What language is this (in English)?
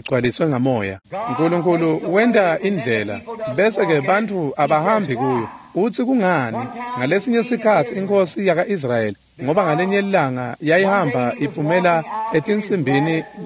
Swati